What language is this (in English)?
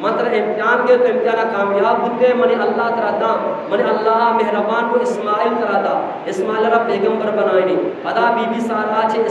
Eastern Balochi